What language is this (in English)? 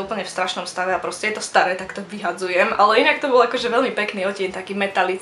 Slovak